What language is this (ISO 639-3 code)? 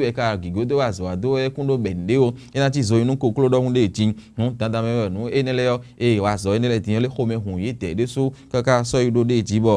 fon